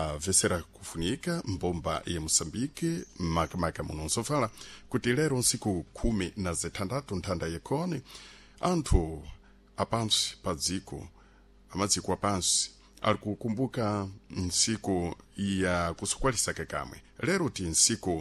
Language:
Sena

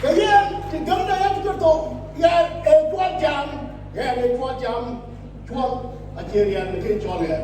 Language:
Dinka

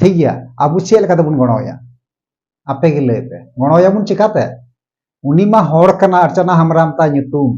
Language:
Santali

